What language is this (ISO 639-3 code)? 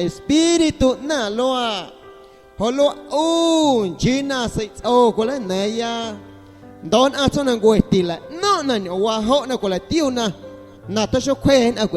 amu